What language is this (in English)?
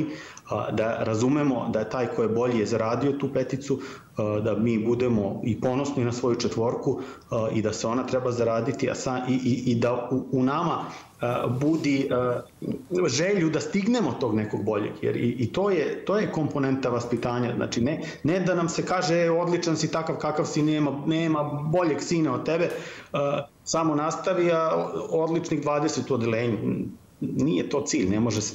Serbian